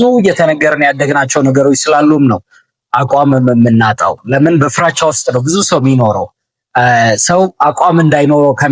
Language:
Amharic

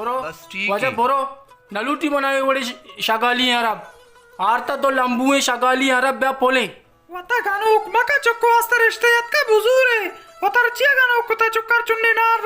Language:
Baluchi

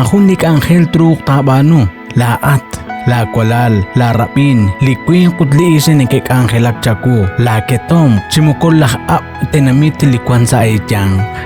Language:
Kekchí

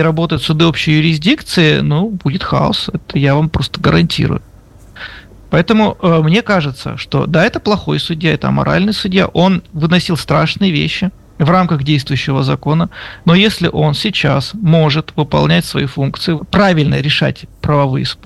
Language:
Russian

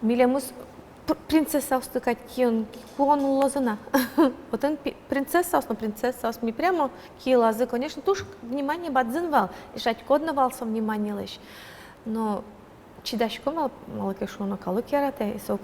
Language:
Udmurt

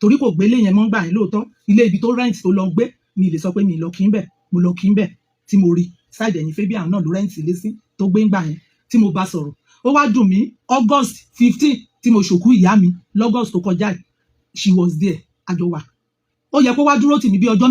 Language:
Yoruba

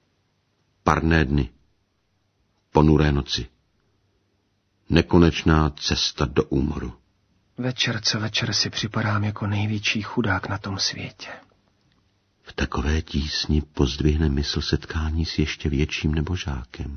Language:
Czech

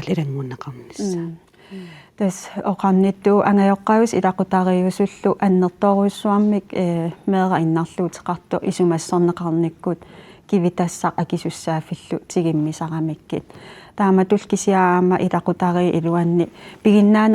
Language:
Kalaallisut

